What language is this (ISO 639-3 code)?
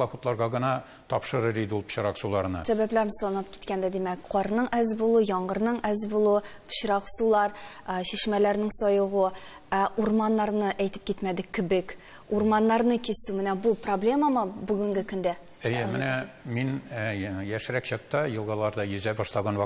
tat